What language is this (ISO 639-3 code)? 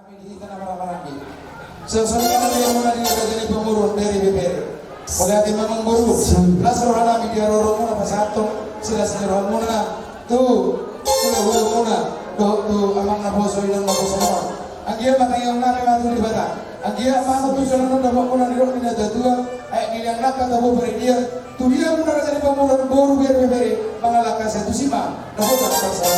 bbc